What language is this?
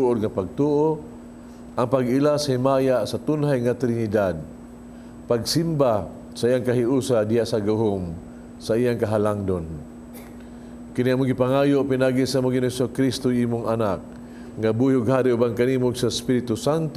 Cebuano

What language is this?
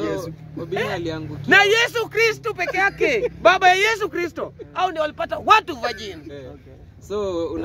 Swahili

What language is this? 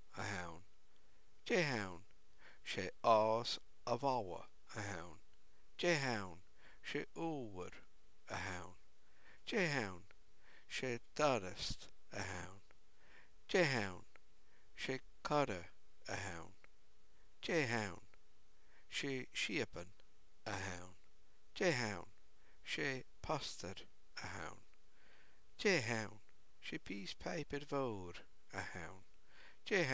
Scottish Gaelic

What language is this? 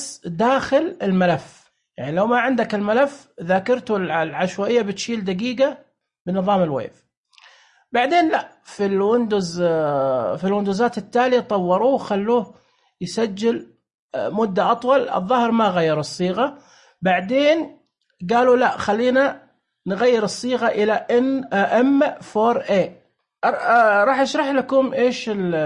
Najdi Arabic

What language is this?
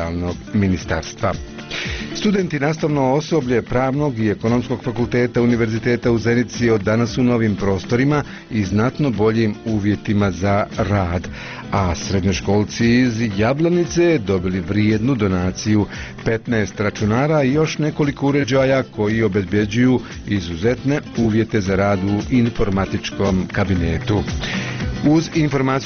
Bosnian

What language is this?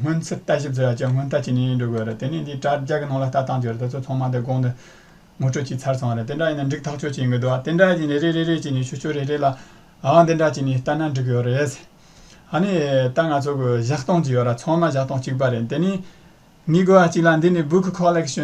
Tibetan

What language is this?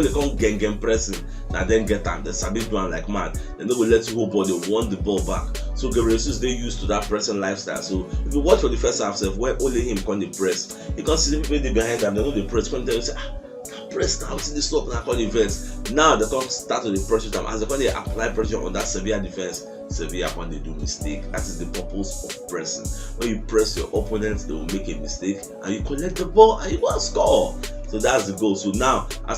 Nigerian Pidgin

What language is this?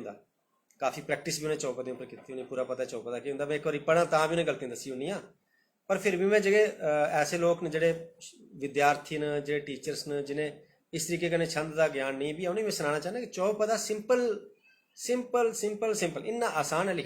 Dogri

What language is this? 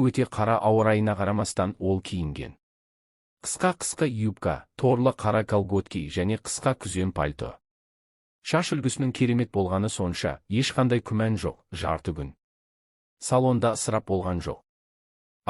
Kazakh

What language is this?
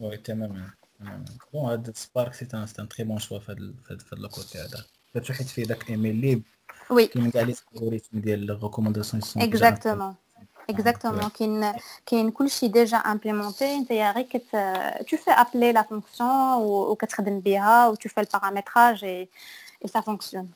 Moroccan Arabic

